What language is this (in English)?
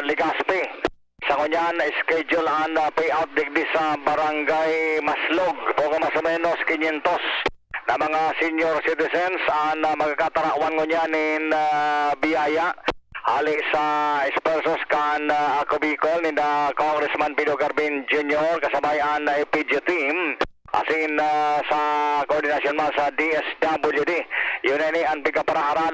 Bikol